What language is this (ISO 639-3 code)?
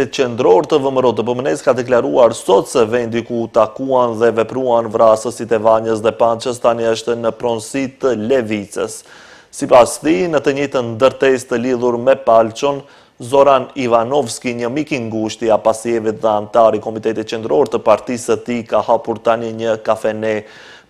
sqi